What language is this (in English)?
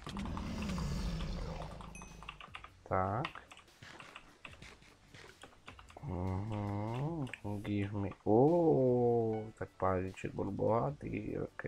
Slovak